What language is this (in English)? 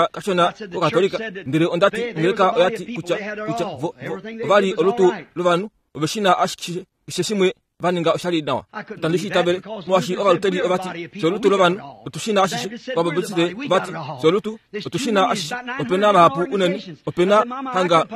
Kuanyama